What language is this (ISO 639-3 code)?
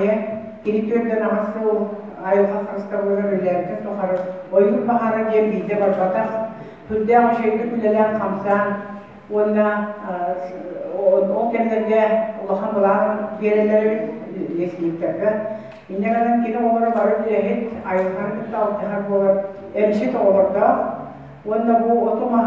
sah